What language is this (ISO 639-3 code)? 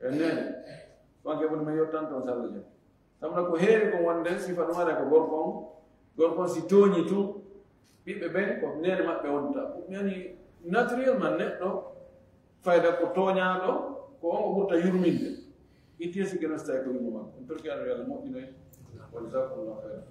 ful